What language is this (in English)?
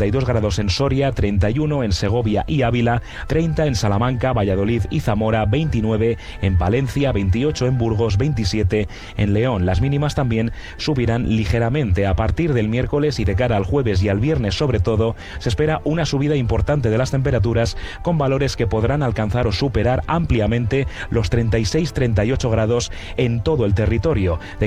Spanish